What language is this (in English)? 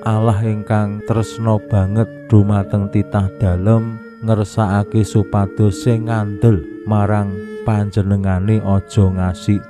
Javanese